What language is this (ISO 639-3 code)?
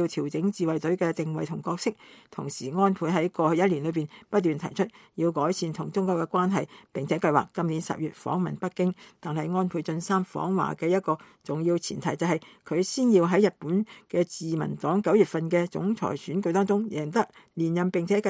yue